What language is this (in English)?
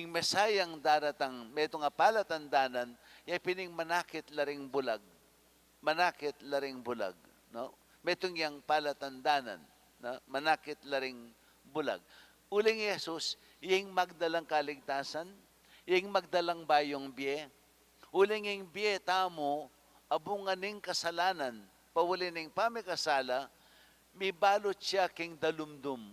Pampanga